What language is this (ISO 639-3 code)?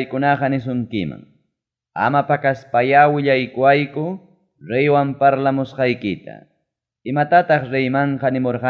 quy